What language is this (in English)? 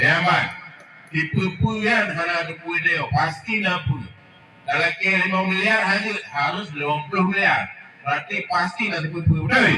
Achinese